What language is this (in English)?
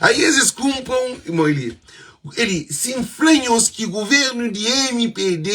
Kabuverdianu